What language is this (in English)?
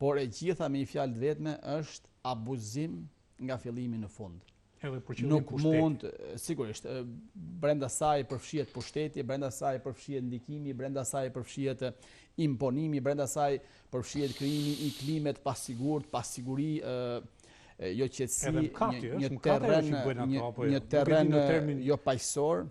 Albanian